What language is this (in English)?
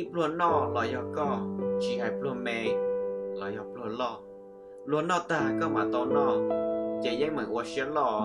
Hmong